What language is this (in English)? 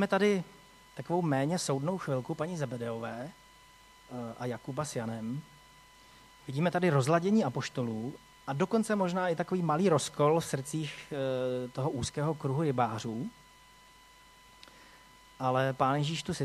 Czech